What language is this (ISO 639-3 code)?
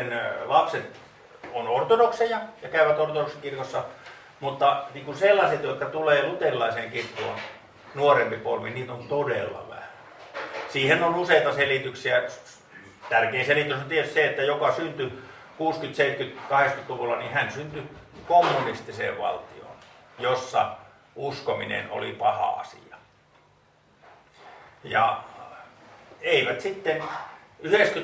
fin